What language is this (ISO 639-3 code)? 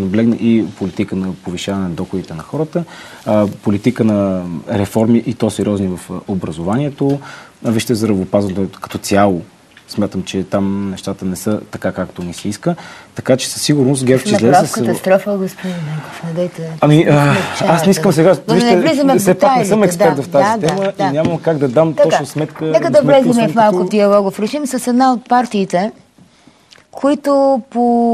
bul